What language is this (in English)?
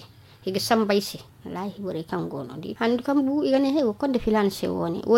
Zarma